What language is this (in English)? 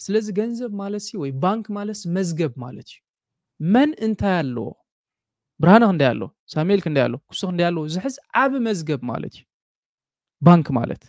Tigrinya